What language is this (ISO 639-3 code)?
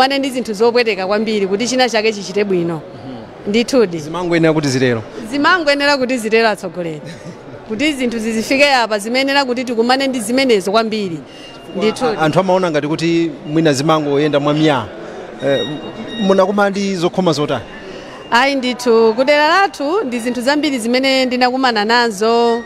nya